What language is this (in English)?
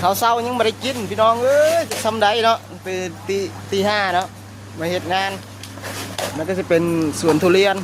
Lao